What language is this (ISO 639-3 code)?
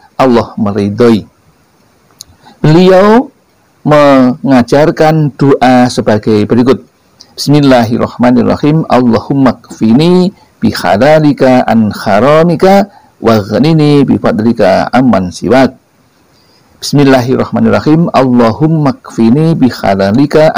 ind